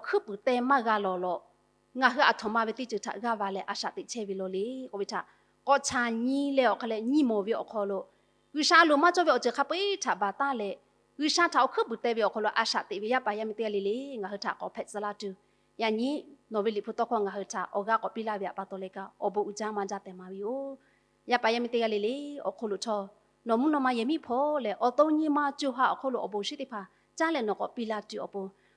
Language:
Lahu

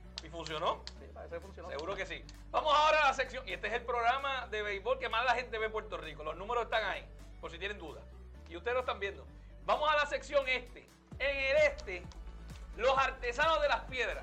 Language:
Spanish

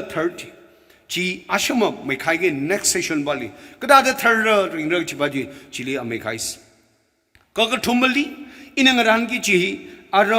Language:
Tangkhul Naga (India)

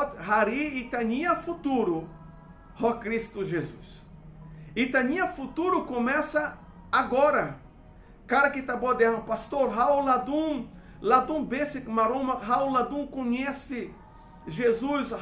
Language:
Tetum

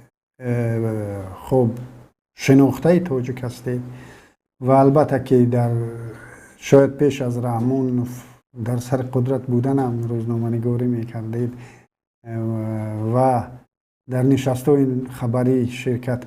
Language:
Tajik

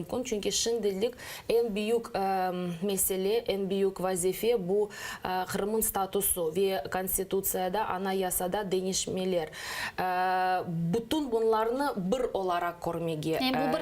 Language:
Crimean Tatar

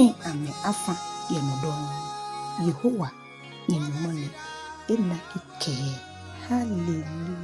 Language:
Ga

